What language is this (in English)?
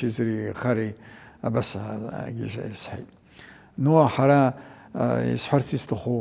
Abkhazian